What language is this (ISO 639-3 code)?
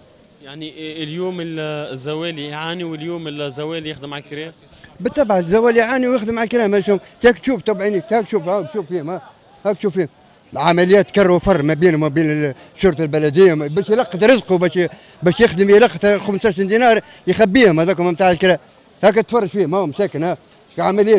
aeb